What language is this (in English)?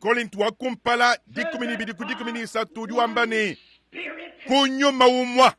Luba-Lulua